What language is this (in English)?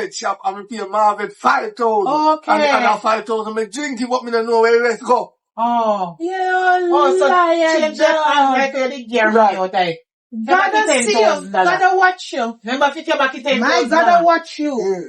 Jamaican Creole English